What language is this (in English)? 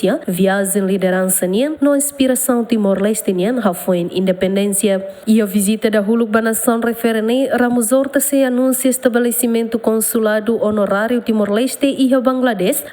Tetum